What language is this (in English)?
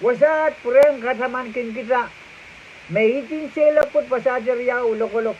Pohnpeian